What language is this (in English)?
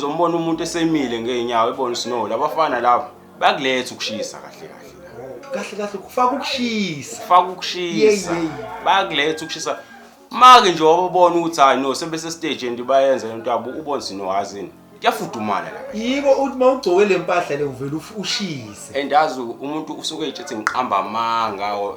Zulu